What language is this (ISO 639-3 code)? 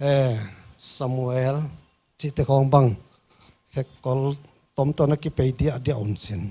pck